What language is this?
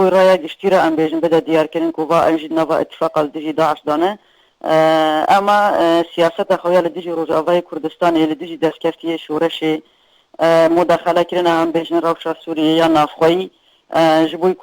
Kurdish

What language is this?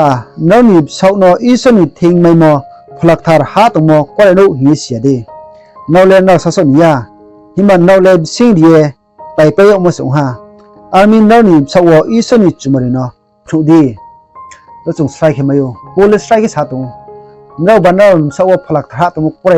Riang (India)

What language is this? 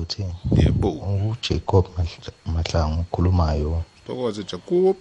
South Ndebele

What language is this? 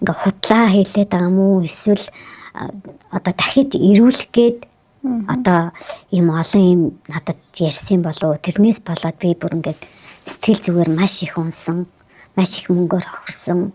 Mongolian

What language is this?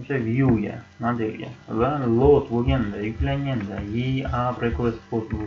Uzbek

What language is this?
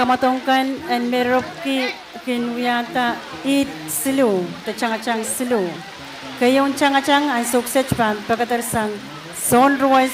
Pohnpeian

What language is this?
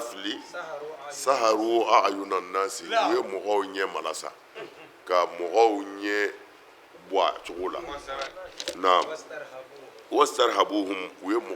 Bambara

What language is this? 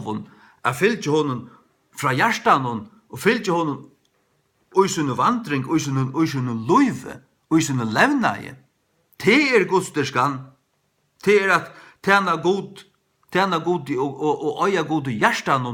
Faroese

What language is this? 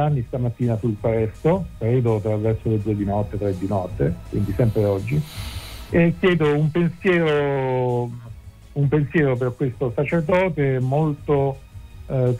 Italian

